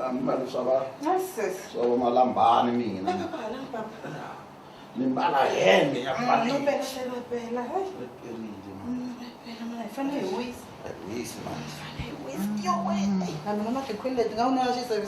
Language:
Tsonga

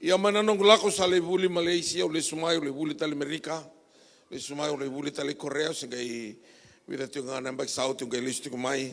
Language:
Fijian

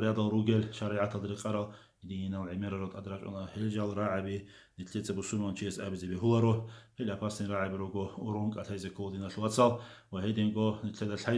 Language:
Avaric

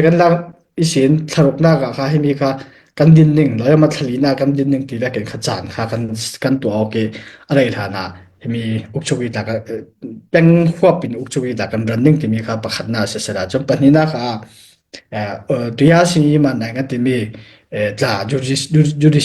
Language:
Falam Chin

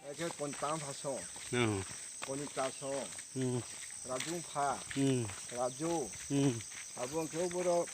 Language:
Kok Borok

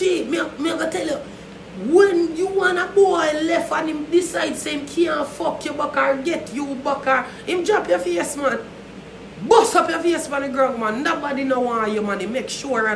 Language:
Jamaican Creole English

